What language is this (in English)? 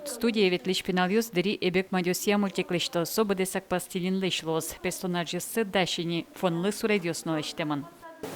Udmurt